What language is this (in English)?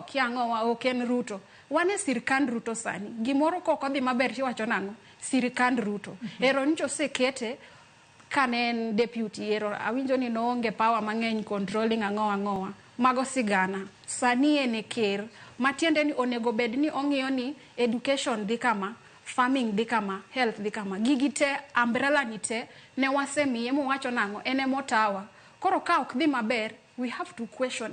Luo (Kenya and Tanzania)